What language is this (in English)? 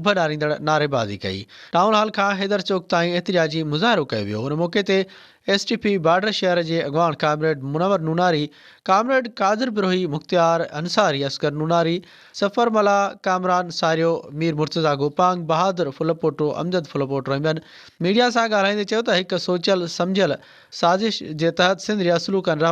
Sindhi